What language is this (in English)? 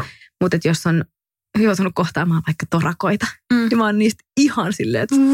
Finnish